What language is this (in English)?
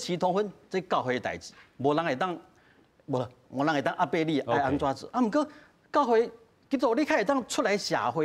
Min Nan Chinese